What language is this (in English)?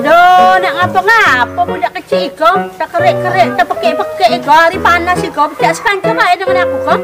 Musi